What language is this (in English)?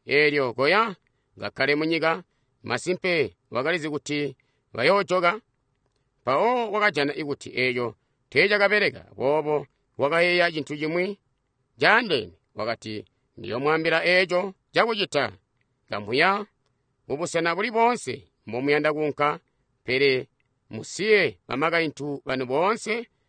Tonga (Zambia)